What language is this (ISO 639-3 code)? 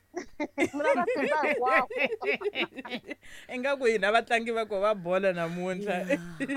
tso